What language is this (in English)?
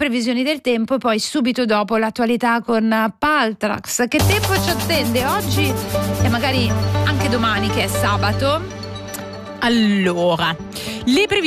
Italian